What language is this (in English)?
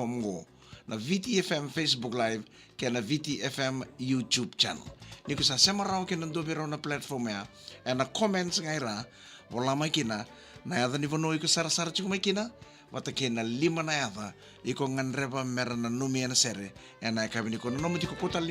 Fijian